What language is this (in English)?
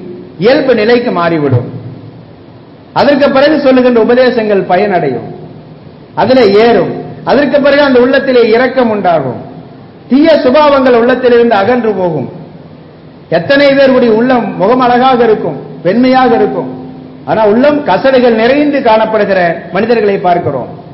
Tamil